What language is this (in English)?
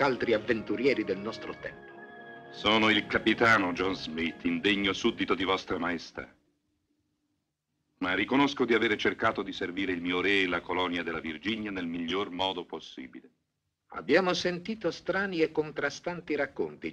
Italian